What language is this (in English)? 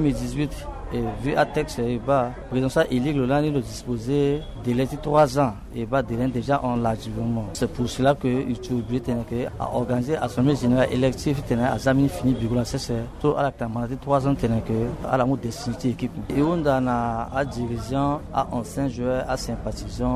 Sango